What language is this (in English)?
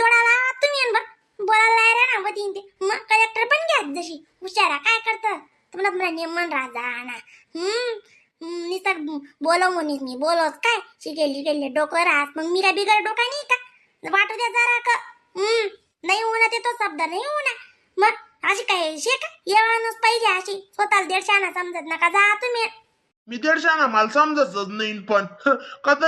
Khandesi